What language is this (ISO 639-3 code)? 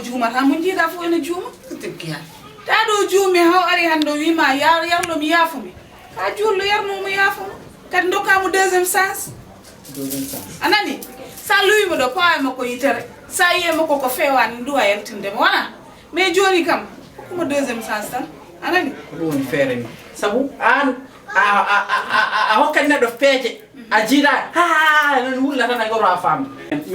ful